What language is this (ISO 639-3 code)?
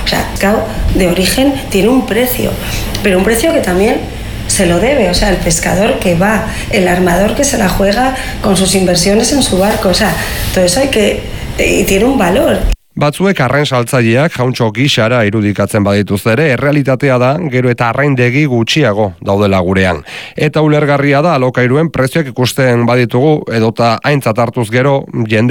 eus